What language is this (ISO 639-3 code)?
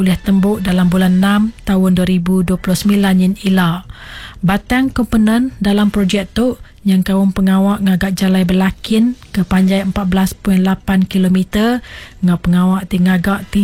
iba